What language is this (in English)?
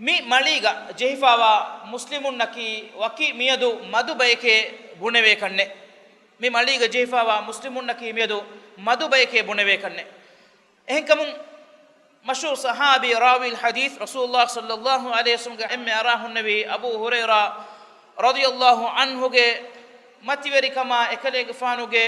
Divehi